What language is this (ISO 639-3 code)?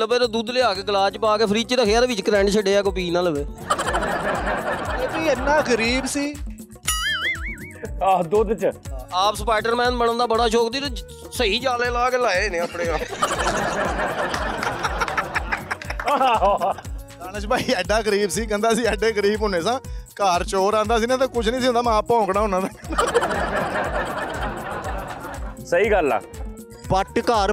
pan